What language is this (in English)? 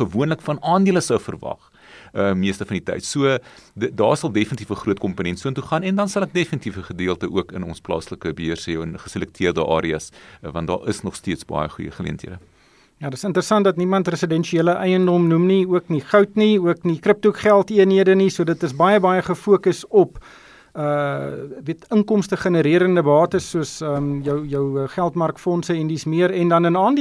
Afrikaans